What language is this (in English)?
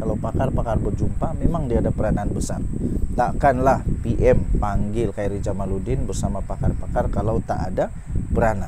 Malay